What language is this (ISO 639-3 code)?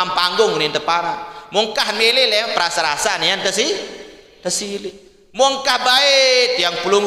sas